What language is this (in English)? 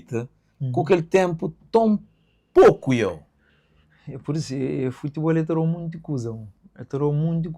Kabuverdianu